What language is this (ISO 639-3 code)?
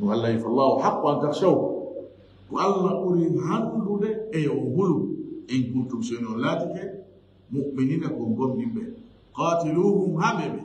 ful